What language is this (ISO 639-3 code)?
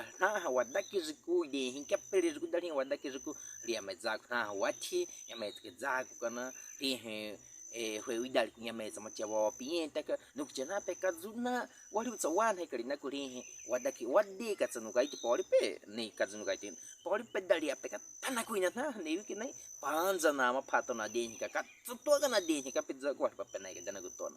bwi